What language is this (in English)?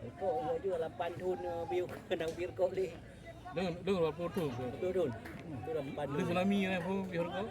Achinese